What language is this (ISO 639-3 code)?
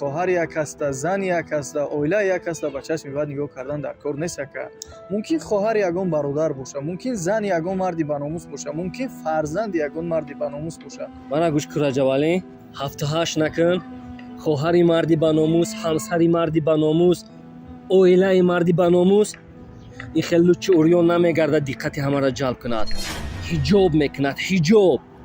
tgk